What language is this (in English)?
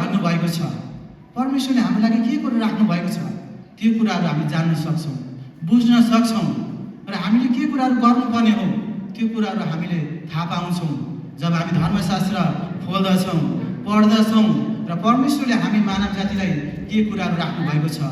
Nepali